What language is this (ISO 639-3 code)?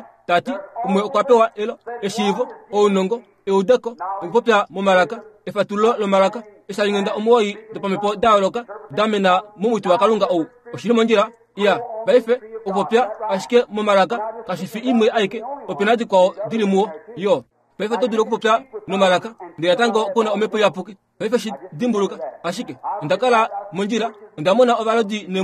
kua